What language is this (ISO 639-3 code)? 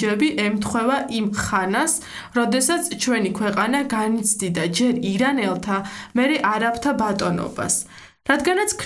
kat